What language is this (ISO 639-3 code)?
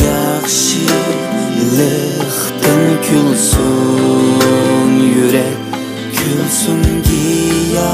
uig